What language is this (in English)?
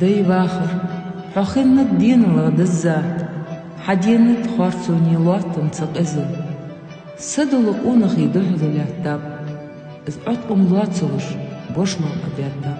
Ingush